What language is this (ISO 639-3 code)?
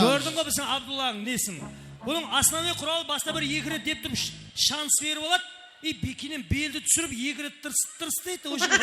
kaa